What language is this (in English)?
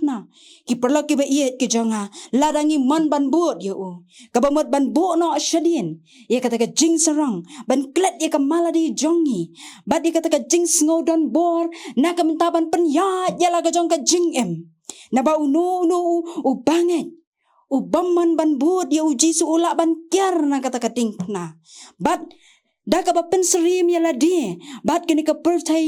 Khasi